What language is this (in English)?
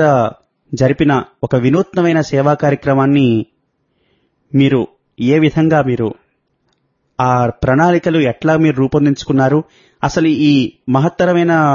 Telugu